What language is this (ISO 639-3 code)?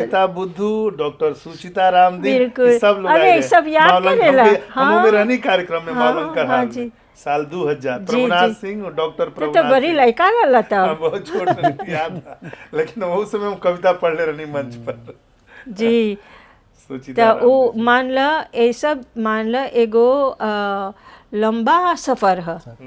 bho